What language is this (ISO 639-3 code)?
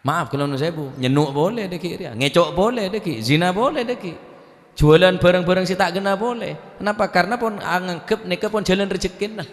mad